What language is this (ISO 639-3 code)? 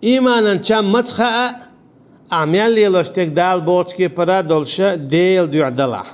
che